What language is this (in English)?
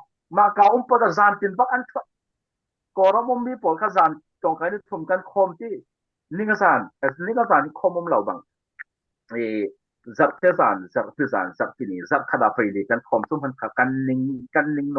Falam Chin